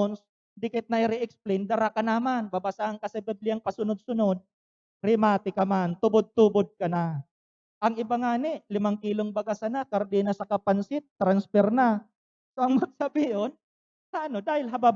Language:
Bikol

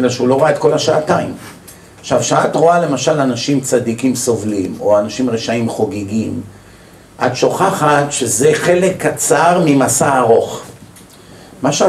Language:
Hebrew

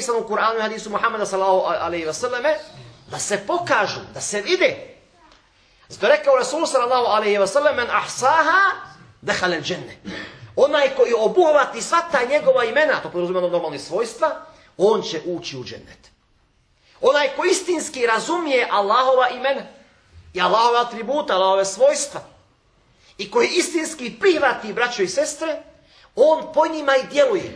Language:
Bosnian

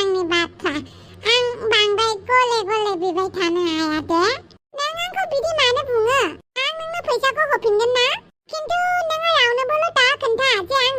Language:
Bodo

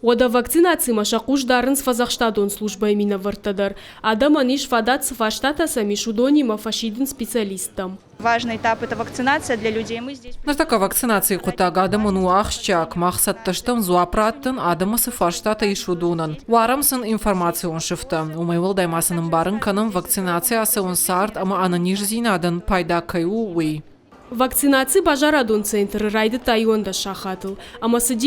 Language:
Ossetic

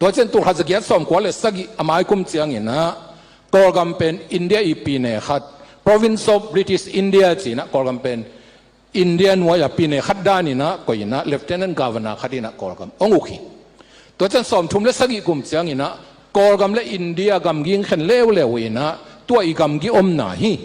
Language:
Tedim Chin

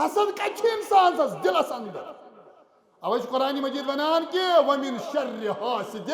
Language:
Kashmiri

